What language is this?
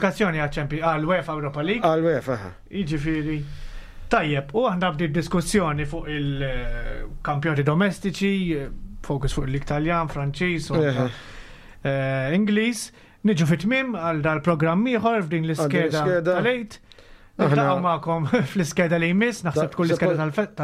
Maltese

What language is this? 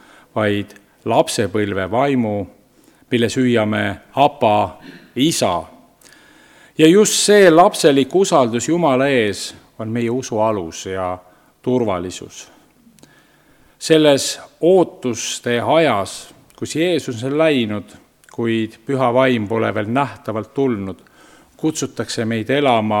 Estonian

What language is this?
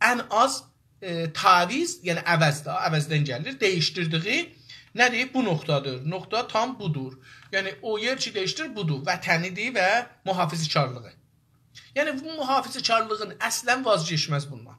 South Azerbaijani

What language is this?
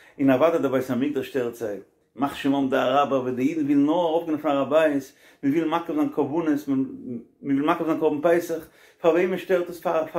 Yiddish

